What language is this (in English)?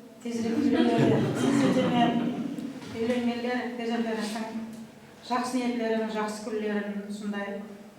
Kara-Kalpak